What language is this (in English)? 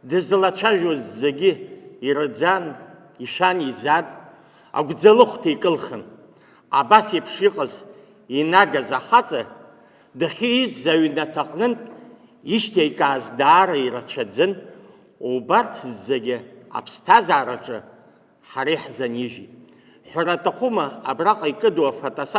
Abkhazian